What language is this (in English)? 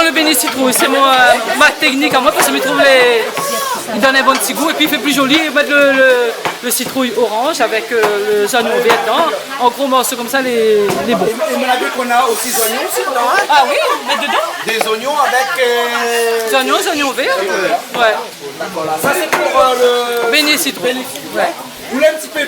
Réunion Creole French